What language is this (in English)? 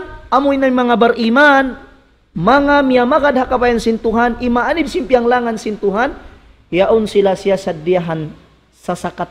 Tausug